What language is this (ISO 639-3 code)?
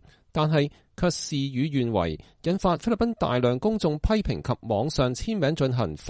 yue